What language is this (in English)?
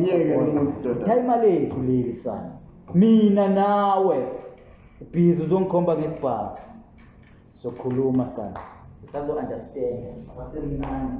Zulu